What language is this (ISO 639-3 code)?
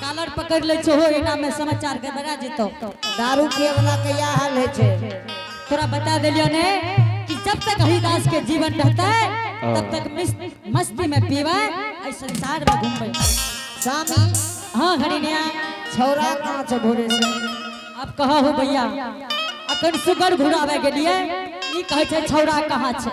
anp